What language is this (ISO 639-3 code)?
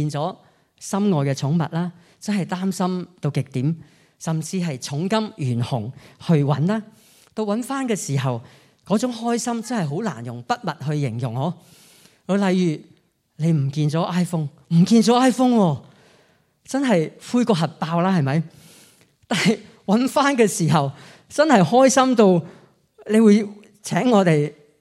yue